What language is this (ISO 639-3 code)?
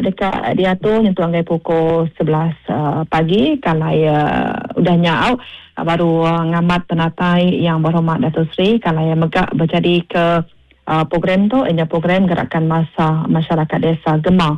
iba